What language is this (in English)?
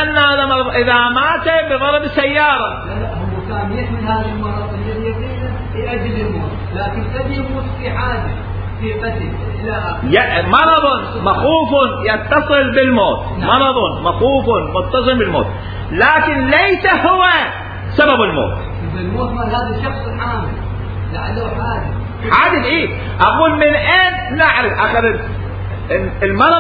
Mesopotamian Arabic